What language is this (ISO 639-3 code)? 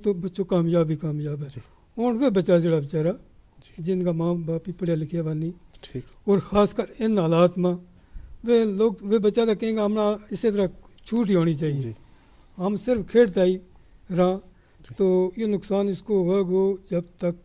gju